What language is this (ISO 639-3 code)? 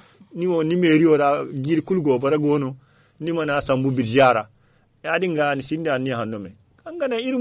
dje